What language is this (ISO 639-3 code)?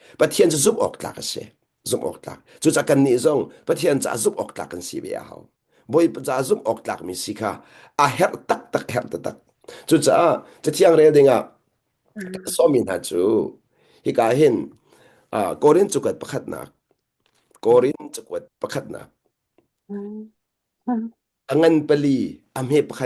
cnh